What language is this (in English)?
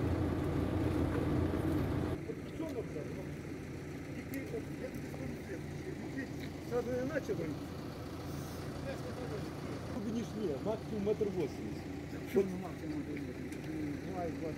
Ukrainian